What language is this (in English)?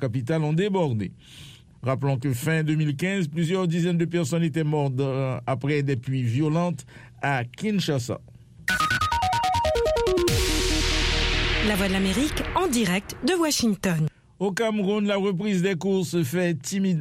French